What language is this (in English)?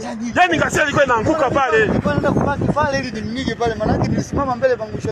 Swahili